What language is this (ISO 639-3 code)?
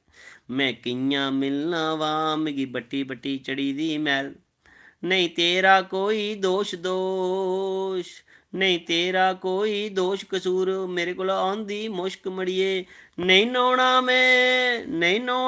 doi